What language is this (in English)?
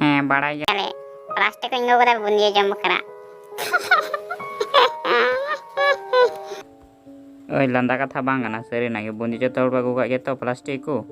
Santali